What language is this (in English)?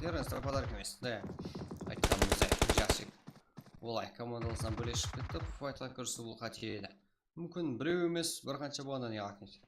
Kara-Kalpak